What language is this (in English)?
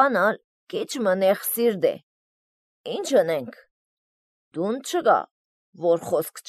Armenian